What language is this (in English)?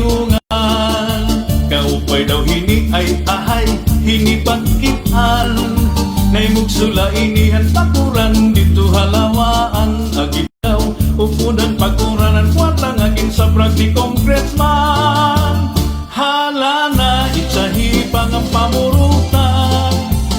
Waray